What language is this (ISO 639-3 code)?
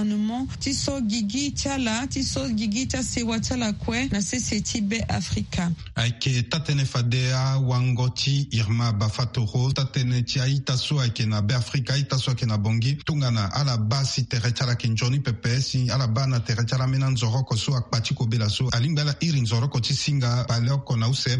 sag